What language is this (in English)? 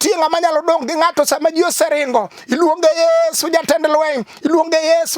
Luo (Kenya and Tanzania)